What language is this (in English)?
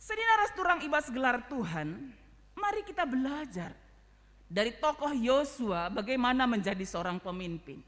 Batak Karo